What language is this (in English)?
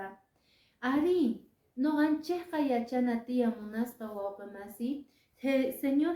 Quechua